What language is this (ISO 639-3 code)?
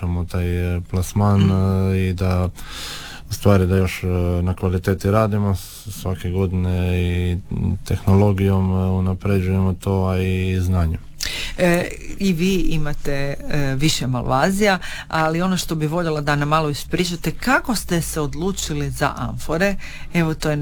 hrv